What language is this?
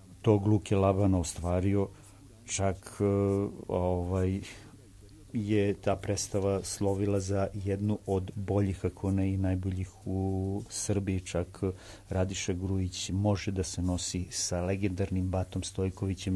Serbian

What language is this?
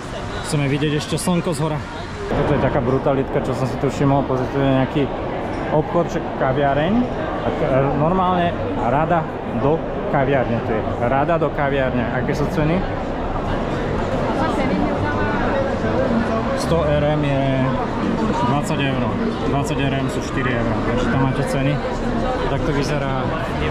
Slovak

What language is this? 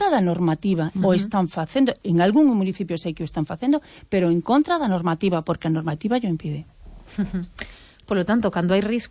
Galician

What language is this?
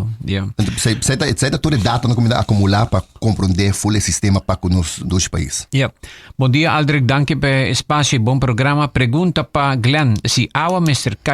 Papiamento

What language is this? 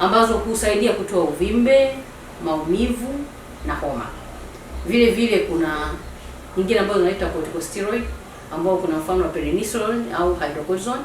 Swahili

